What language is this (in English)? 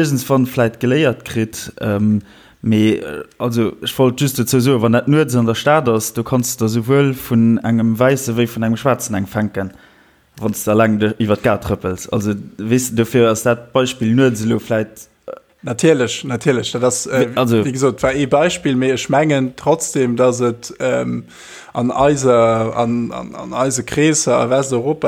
Luxembourgish